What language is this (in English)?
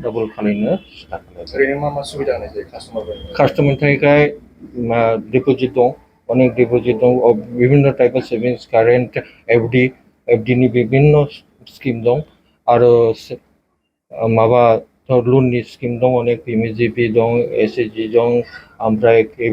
Bodo